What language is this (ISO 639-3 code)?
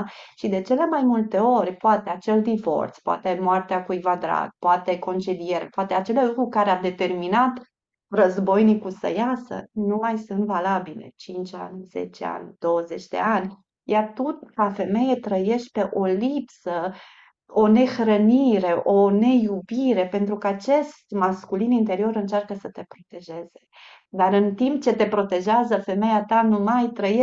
ron